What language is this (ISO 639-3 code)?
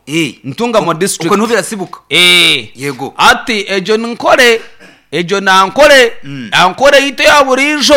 nyn